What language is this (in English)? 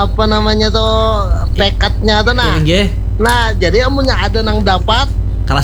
Banjar